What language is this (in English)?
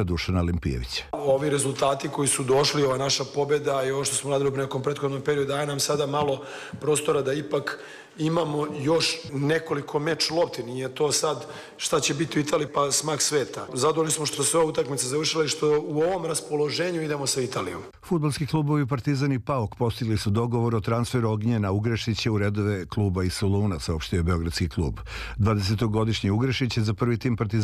Serbian